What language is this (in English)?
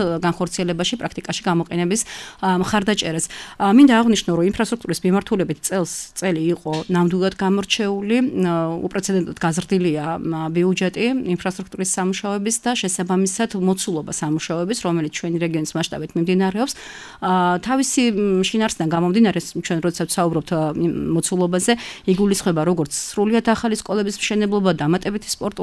Georgian